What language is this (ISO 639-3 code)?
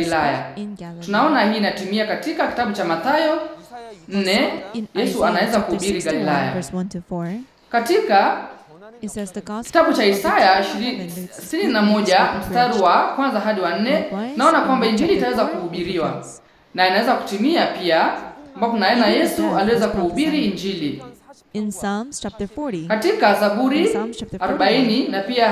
swa